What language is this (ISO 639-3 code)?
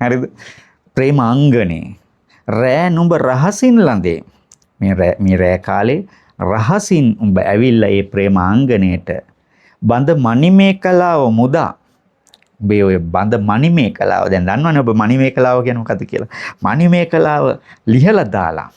sin